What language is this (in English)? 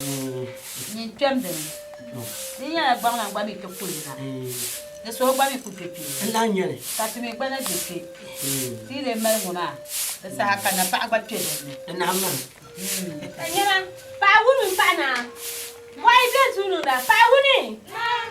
Dagbani